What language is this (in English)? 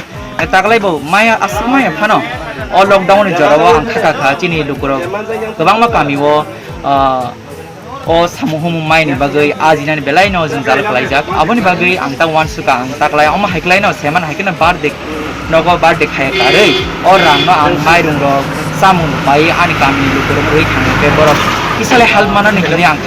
Kok Borok